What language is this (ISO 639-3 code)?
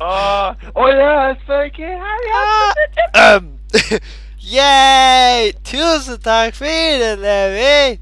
fao